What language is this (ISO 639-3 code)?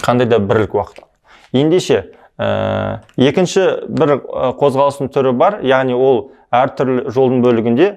kaz